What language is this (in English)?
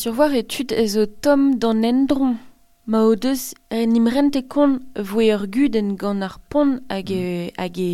Breton